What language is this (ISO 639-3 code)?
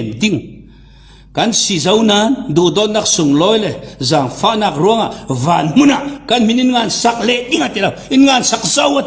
cfm